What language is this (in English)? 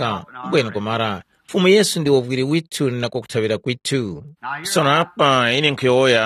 Tumbuka